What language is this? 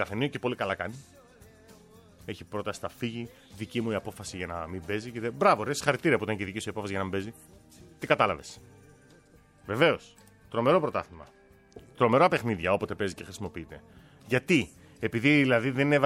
Greek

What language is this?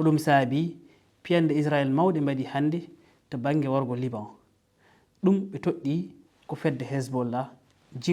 Fula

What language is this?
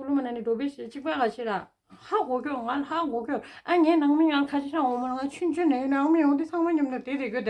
Tibetan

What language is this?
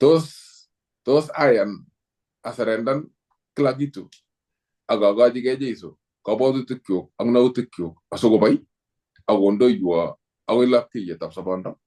Kalenjin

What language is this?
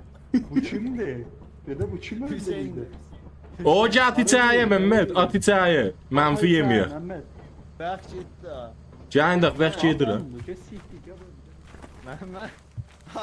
South Azerbaijani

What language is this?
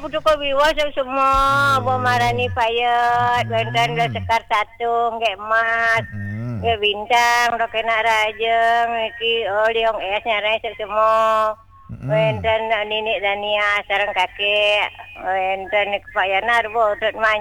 Balinese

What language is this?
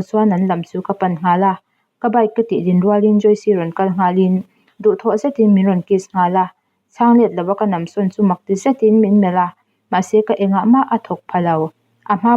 Mizo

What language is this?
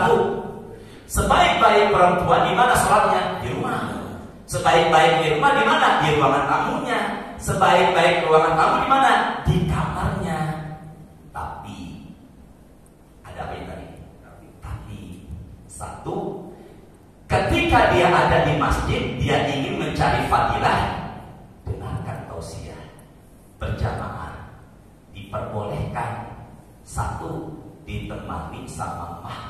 Indonesian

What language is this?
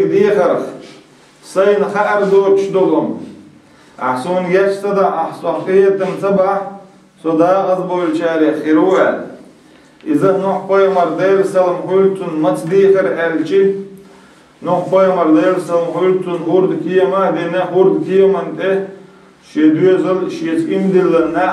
Chechen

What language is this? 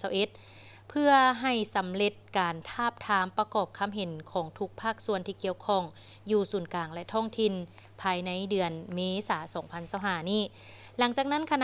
Lao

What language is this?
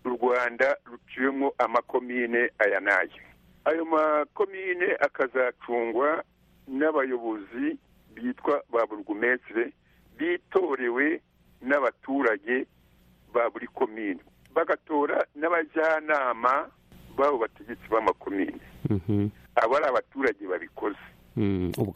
Kinyarwanda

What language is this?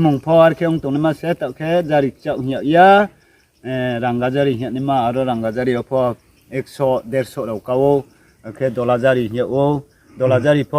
Riang (India)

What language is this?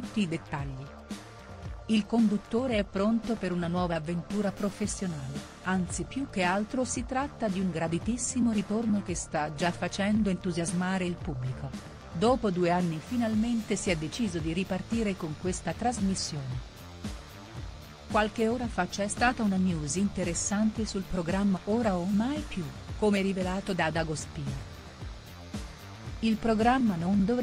Italian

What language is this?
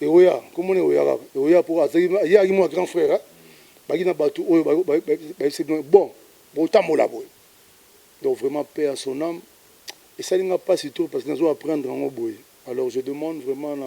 Lingala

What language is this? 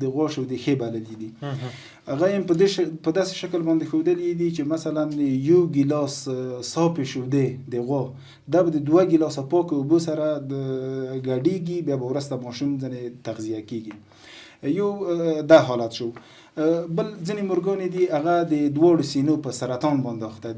Pashto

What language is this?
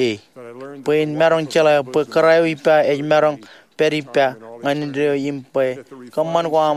Marshallese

